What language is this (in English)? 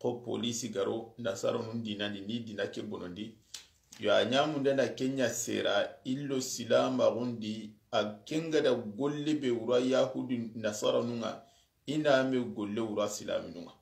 Soninke